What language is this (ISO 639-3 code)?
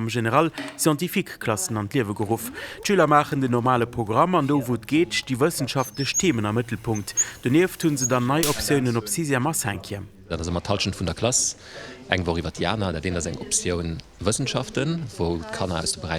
ltz